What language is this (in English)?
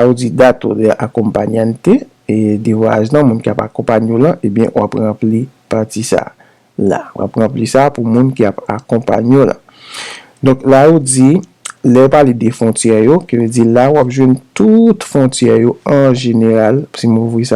Haitian Creole